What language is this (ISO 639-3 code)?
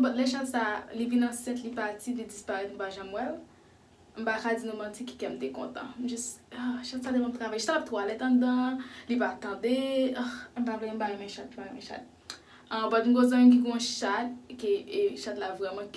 hat